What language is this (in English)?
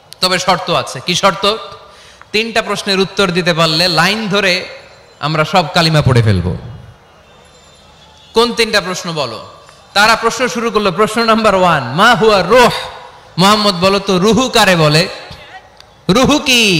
Bangla